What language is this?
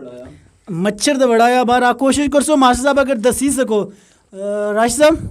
Pahari-Potwari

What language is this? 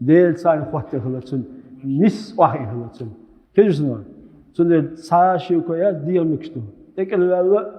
Chechen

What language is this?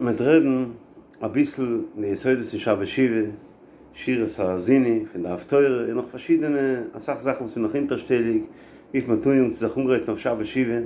Yiddish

